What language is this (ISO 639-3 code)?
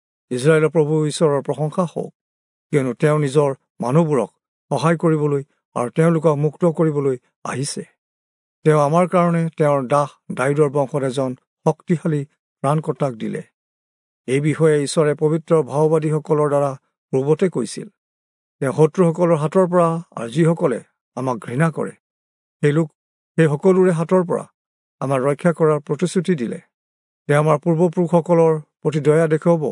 asm